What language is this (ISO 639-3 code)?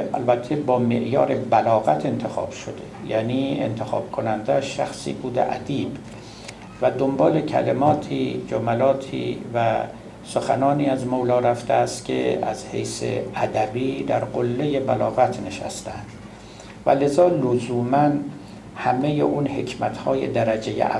fas